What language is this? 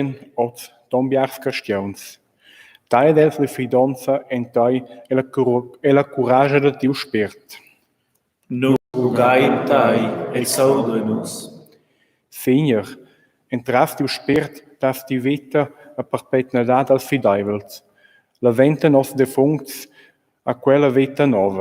Romansh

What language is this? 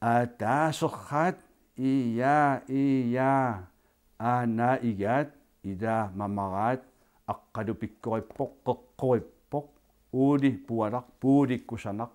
Kalaallisut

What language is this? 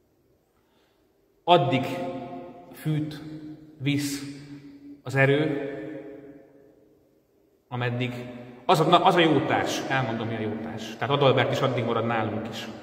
Hungarian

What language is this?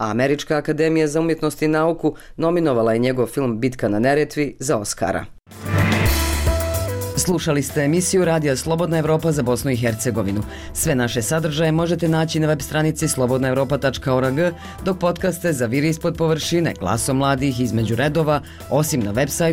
Bosnian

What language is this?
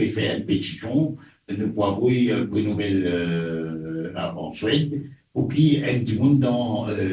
Morisyen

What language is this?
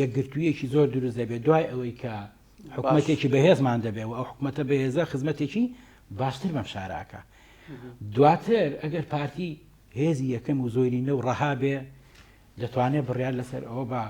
Central Kurdish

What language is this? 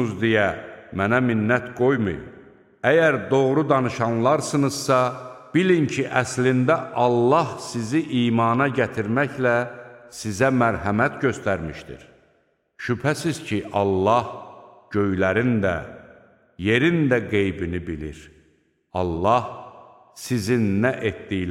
Azerbaijani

